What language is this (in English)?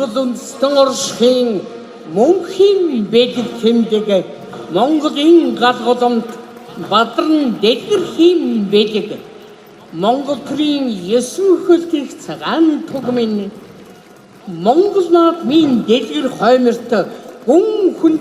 Mongolian